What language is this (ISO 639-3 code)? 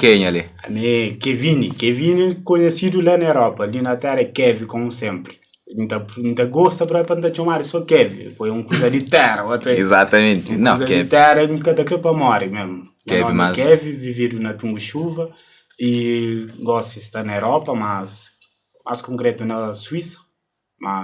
kea